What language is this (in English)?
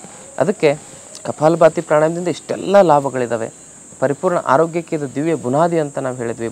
Kannada